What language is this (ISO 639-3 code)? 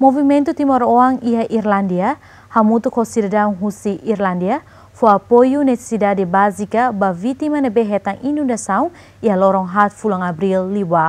tet